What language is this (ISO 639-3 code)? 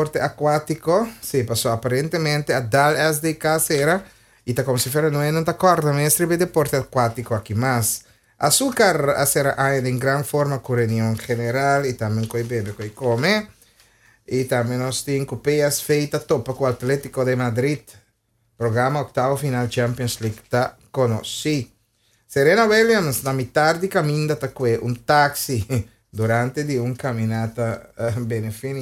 pap